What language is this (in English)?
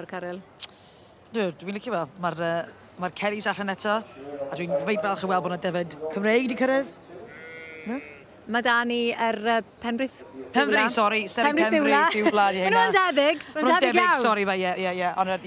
Welsh